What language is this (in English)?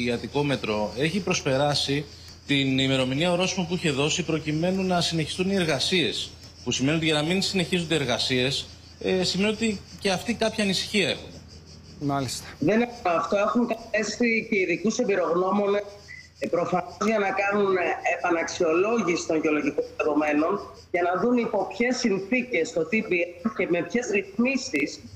Greek